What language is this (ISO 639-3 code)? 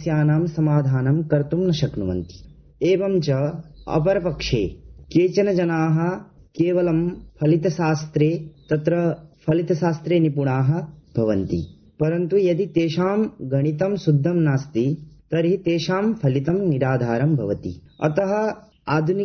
san